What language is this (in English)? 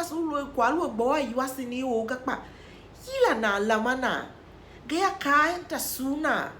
Tiv